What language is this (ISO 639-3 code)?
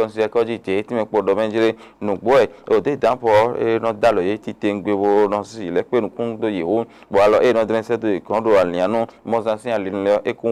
fon